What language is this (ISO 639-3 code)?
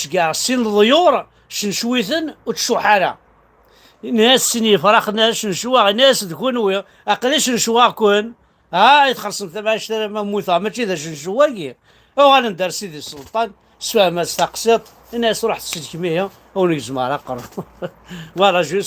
kab